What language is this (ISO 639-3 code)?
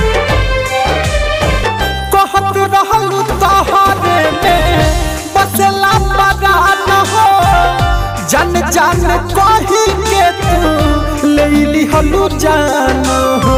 bho